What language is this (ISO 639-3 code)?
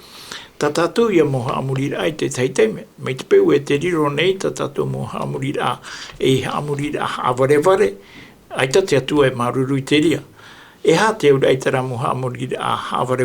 tah